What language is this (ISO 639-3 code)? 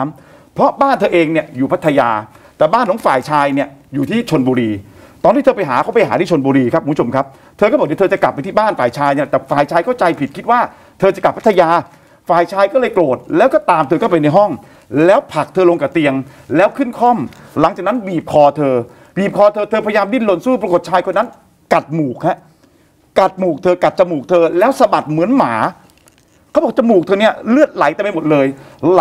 tha